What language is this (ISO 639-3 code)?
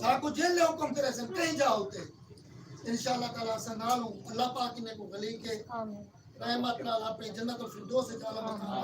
skr